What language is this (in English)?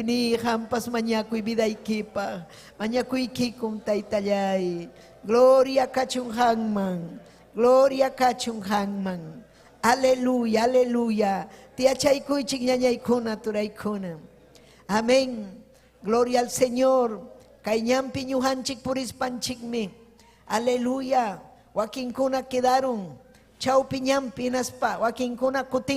Ayacucho Quechua